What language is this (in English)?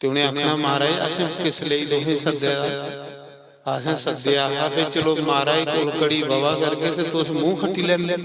Dogri